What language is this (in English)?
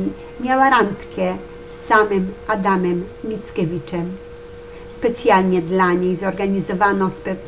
Polish